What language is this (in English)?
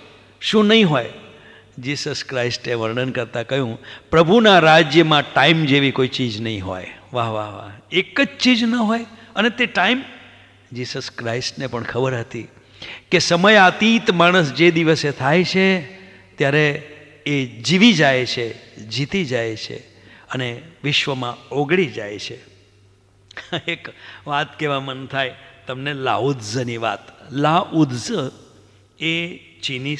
Gujarati